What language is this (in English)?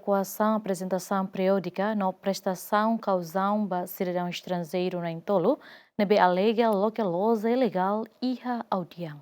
Tetum